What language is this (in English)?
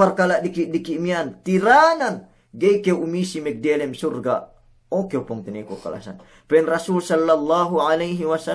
Yakan